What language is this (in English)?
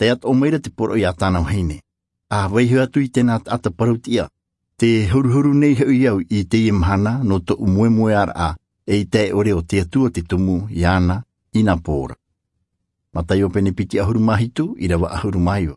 Tahitian